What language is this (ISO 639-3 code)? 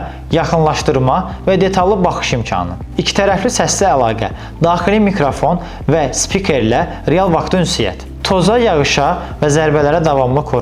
aze